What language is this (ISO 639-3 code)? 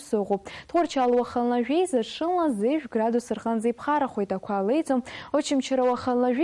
abk